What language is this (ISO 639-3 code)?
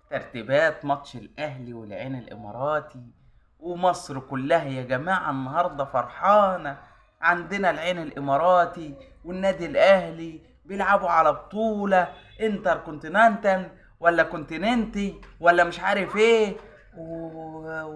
arz